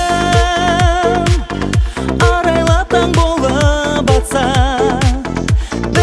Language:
Kazakh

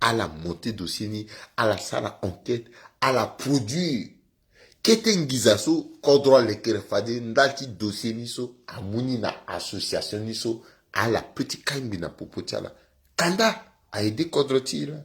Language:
Sango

